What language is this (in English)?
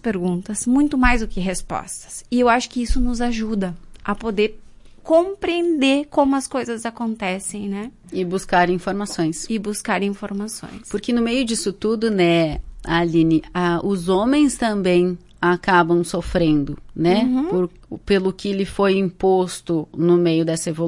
Portuguese